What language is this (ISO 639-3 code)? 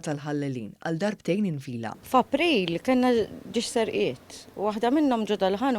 mlt